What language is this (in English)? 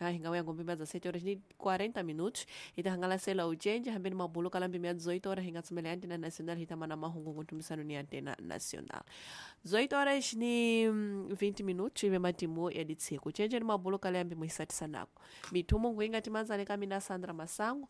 Tsonga